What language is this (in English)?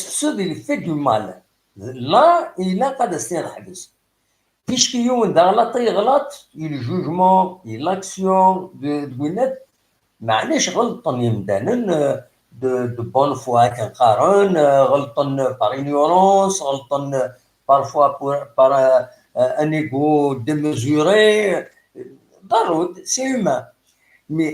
Kabyle